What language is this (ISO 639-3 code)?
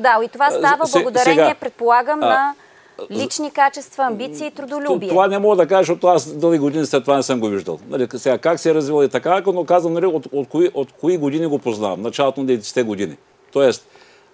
bul